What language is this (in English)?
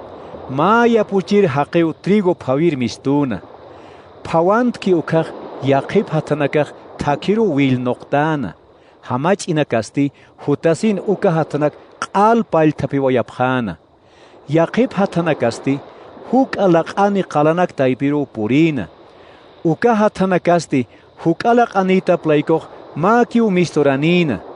Aymara